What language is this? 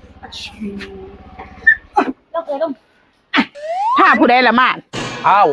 Lao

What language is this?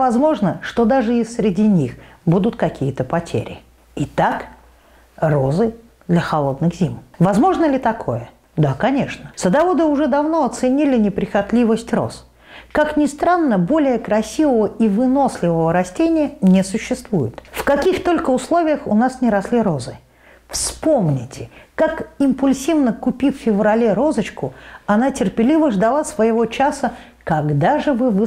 Russian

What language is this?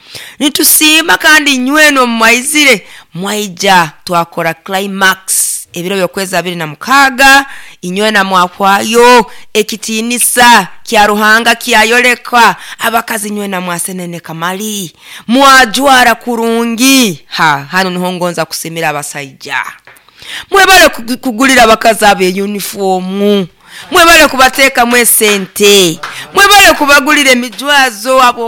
Nyoro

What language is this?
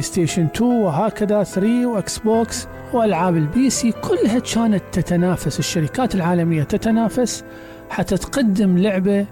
Mesopotamian Arabic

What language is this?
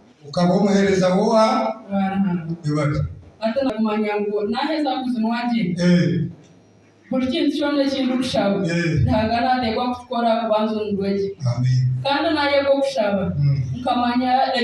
Nyankole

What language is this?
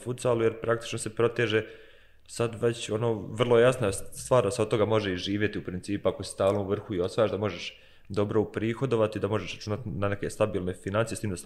Bosnian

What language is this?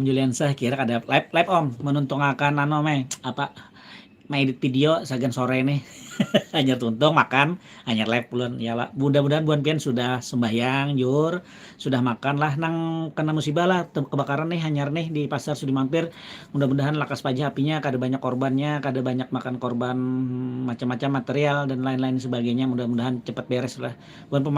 Banjar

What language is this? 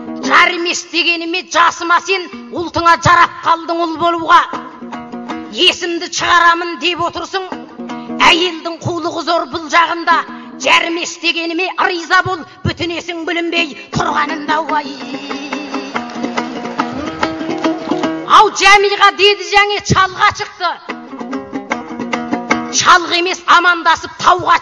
Kazakh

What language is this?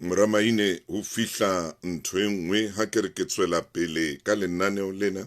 Southern Sotho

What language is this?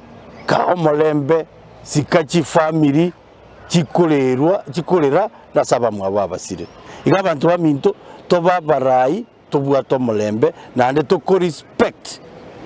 Gusii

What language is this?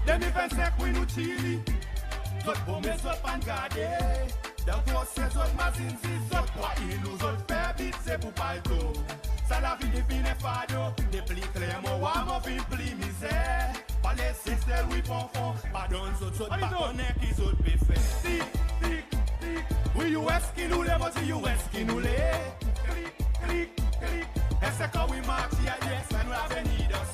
Seselwa Creole French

